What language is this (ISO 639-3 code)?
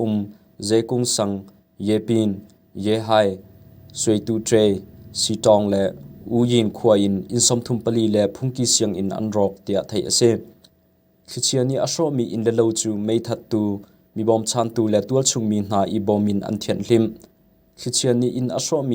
cnh